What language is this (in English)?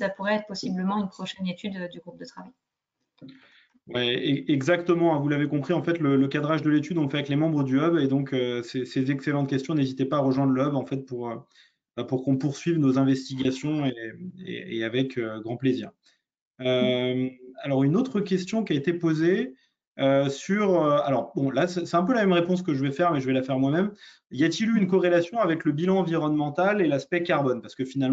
French